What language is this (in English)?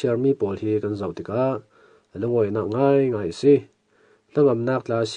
Falam Chin